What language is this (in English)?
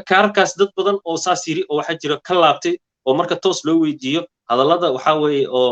Somali